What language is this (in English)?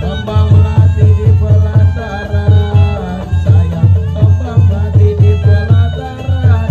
Betawi